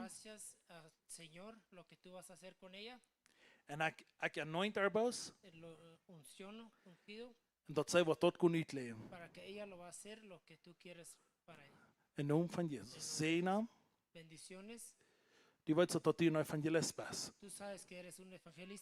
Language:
Plautdietsch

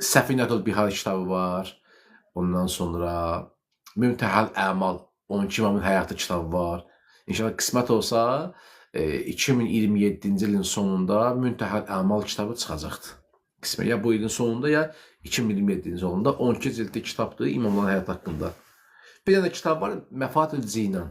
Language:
Azerbaijani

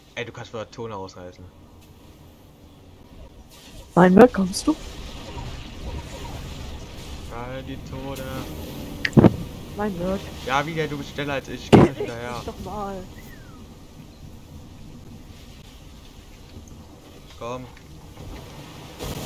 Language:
German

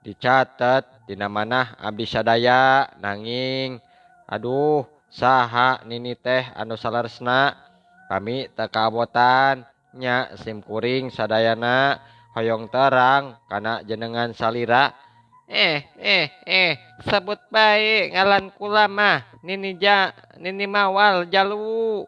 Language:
Sundanese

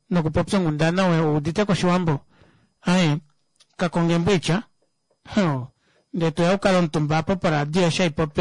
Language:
Kuanyama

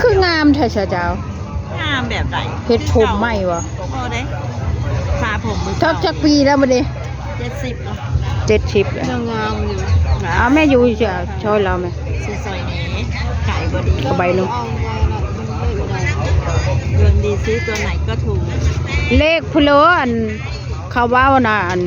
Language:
Northeastern Thai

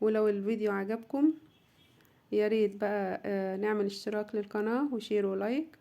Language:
Egyptian Arabic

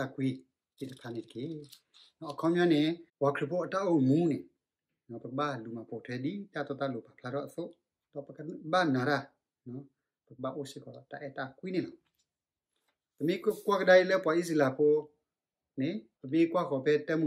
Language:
S'gaw Karen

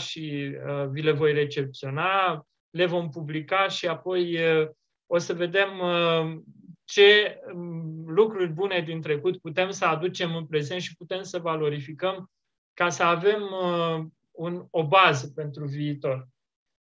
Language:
Romanian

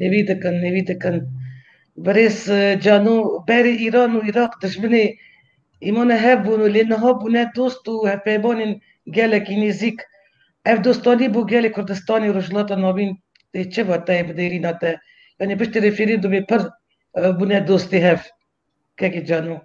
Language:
Kurdish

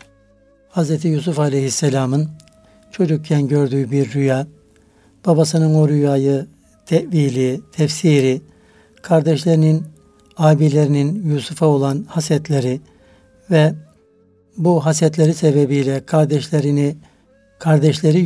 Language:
Turkish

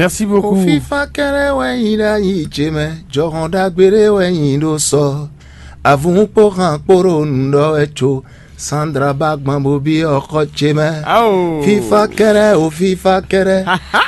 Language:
Fon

